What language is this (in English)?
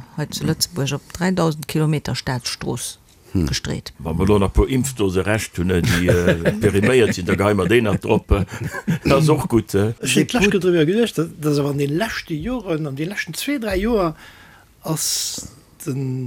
Luxembourgish